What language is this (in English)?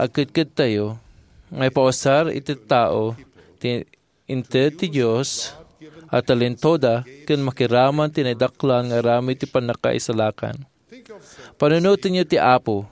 Iloko